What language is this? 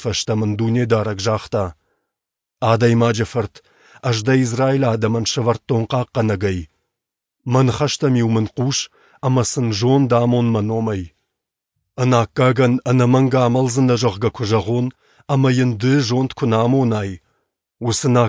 Ossetic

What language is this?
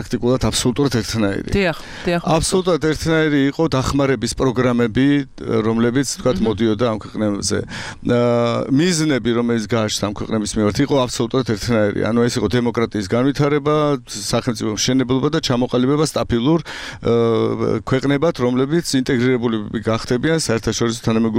Georgian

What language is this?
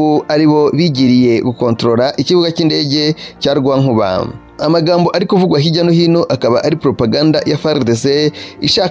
Kinyarwanda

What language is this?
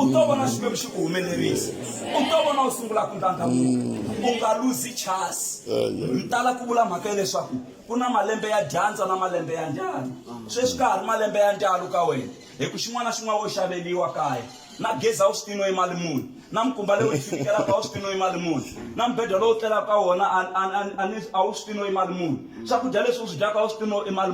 Tsonga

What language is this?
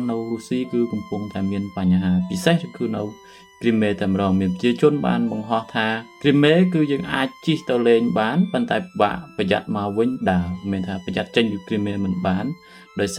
Khmer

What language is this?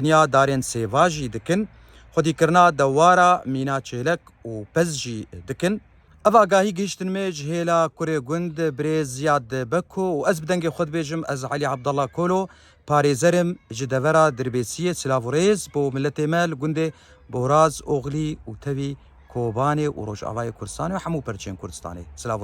Kurdish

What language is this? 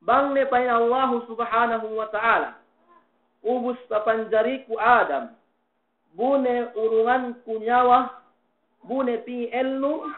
Yakan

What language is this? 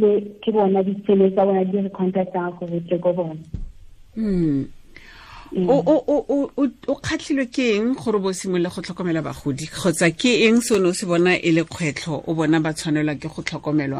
Tswana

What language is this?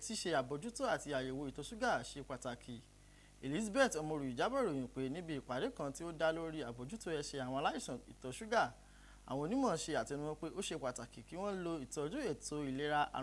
Yoruba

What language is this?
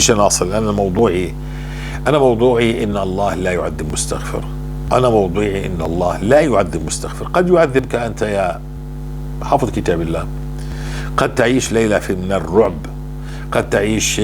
North Levantine Arabic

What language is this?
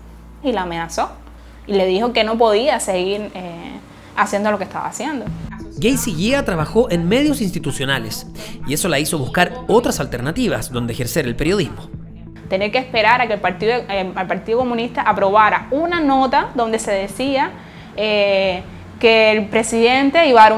Spanish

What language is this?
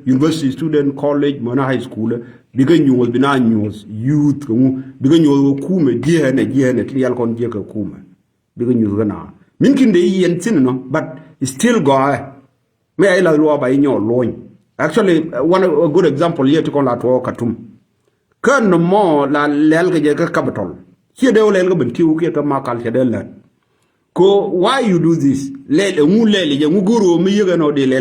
Nuer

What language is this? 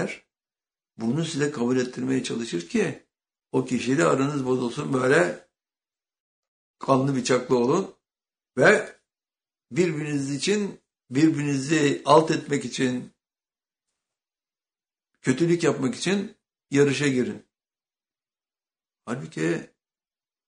Turkish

